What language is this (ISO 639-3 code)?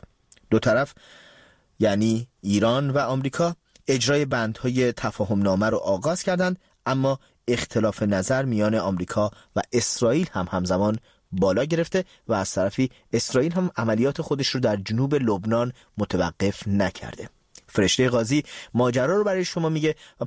fas